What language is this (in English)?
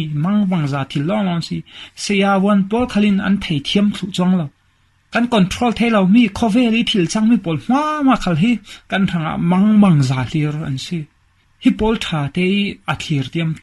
Falam Chin